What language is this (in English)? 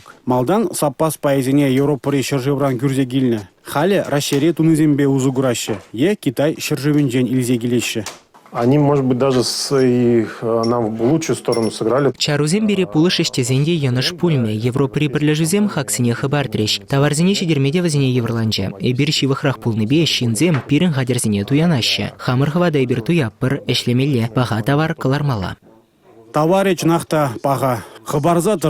Chuvash